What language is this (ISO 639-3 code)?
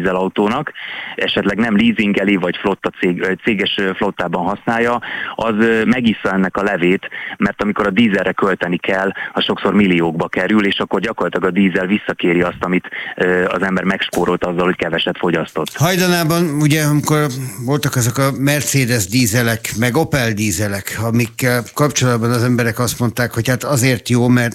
hun